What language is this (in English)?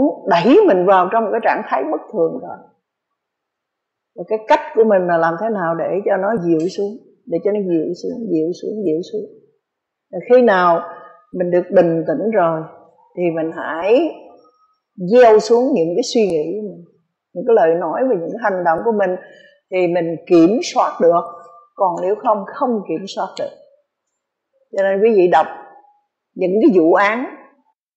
Vietnamese